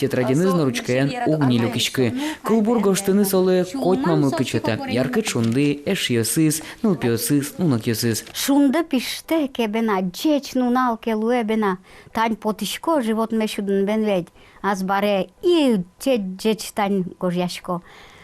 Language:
Udmurt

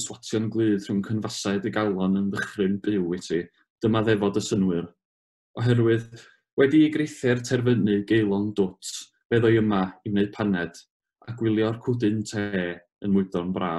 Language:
Welsh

